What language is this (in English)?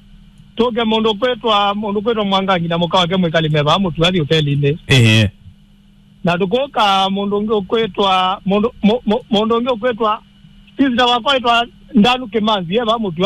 Kamba